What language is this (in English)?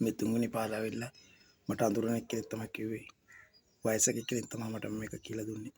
Sinhala